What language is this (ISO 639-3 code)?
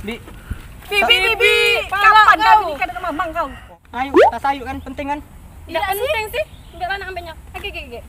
mui